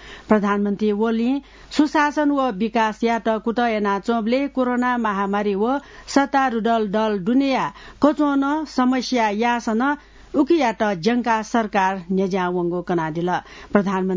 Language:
Newari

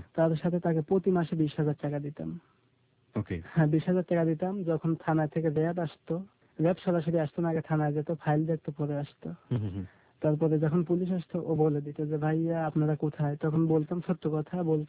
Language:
Bangla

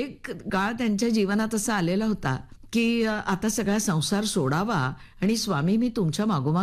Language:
Marathi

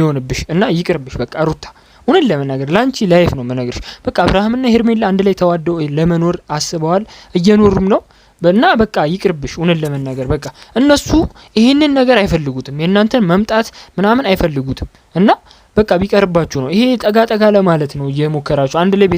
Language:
Amharic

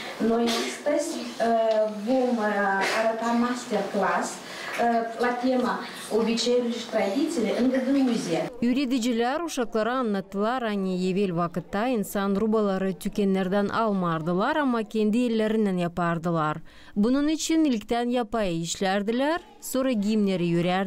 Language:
Gagauz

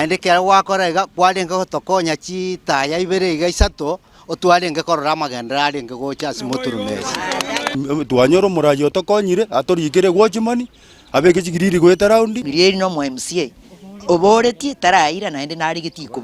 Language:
Gusii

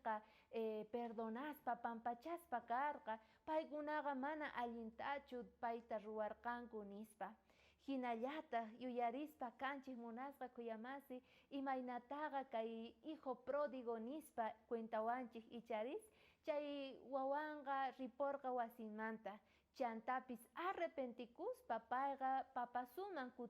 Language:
South Bolivian Quechua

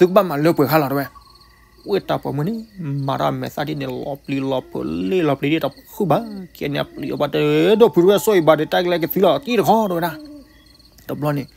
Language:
S'gaw Karen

